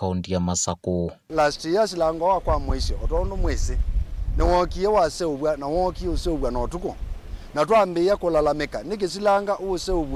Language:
Kamba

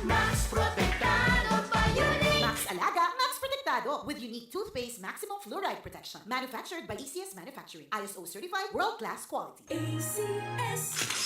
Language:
Bikol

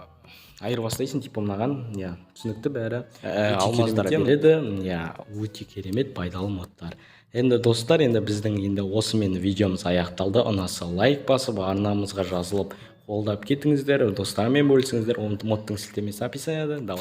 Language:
Kazakh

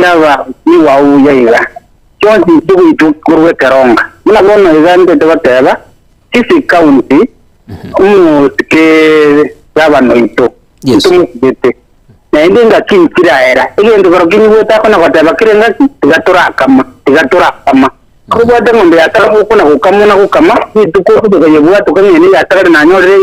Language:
Gusii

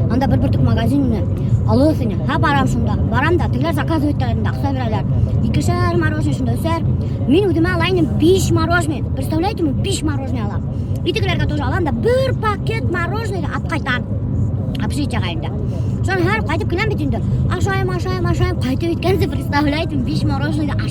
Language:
Bashkir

